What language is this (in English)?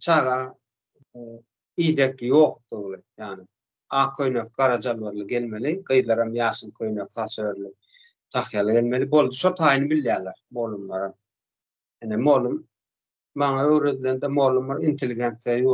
Turkmen